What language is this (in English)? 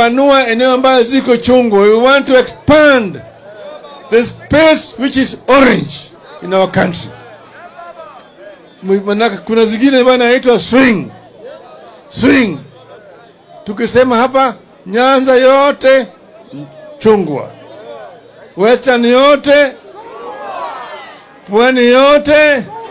Swahili